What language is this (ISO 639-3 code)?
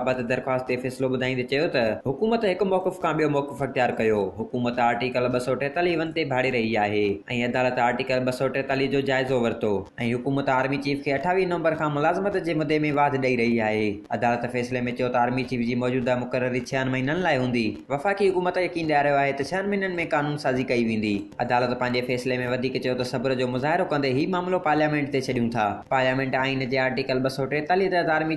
snd